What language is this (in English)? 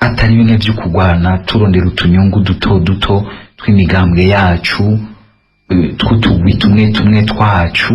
Rundi